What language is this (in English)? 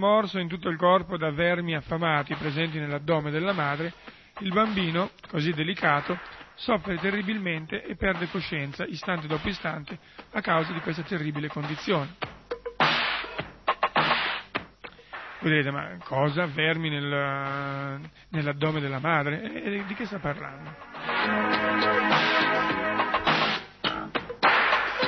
Italian